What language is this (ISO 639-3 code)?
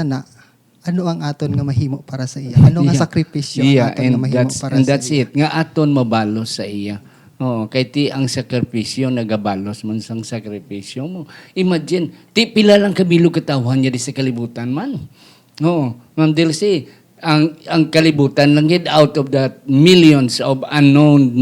hil